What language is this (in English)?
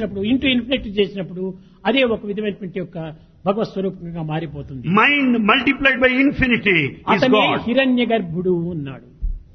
Telugu